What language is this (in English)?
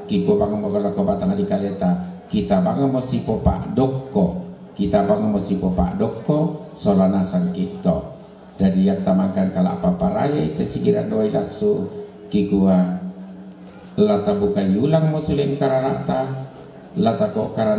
Toraja-Sa'dan